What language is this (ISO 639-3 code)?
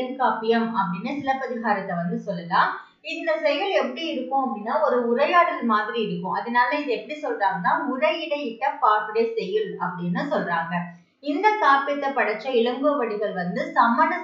tam